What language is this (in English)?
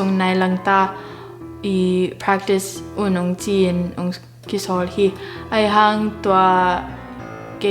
Tedim Chin